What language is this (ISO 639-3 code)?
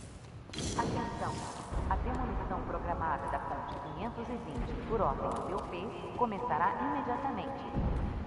por